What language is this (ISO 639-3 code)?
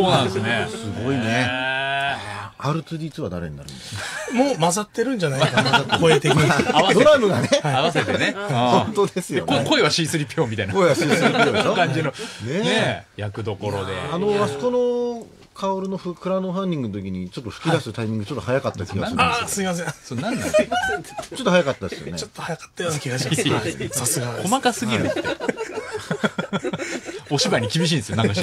jpn